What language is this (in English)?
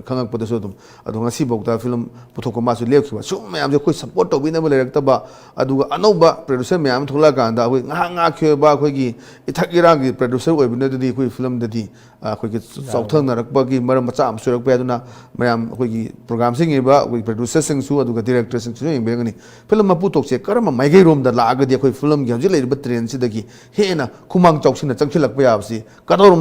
Manipuri